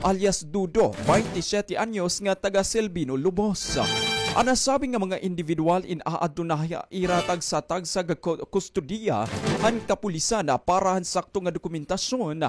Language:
Waray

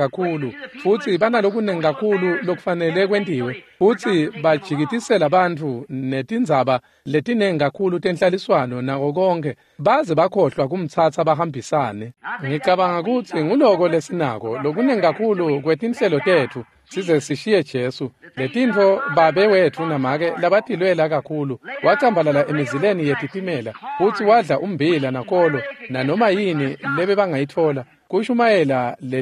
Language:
Swati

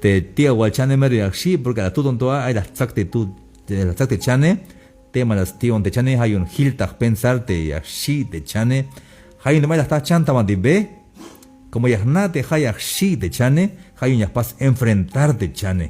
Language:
Tzeltal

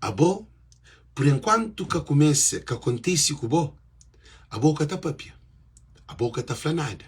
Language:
Kabuverdianu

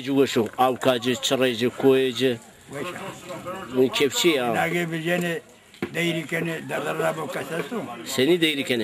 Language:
Zaza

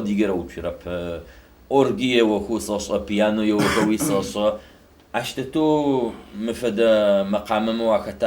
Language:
Adyghe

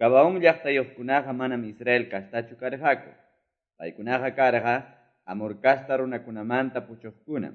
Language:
Quechua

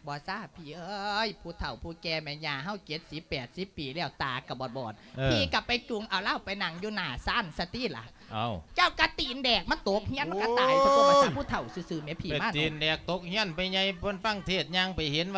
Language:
Lao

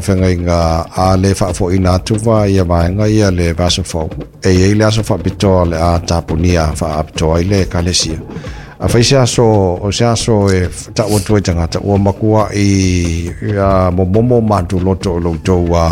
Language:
Samoan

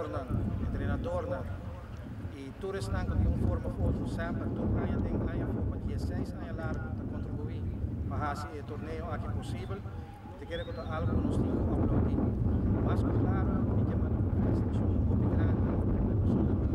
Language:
Papiamento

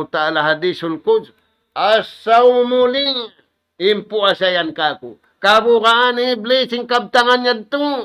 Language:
Tausug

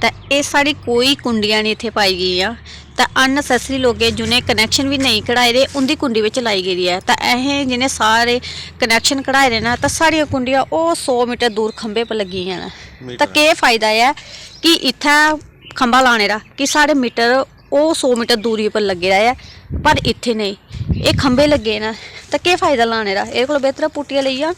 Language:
Dogri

